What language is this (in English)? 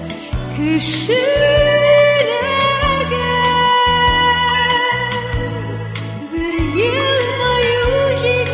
Tatar